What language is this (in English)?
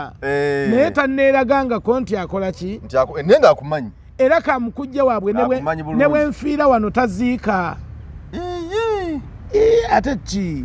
Ganda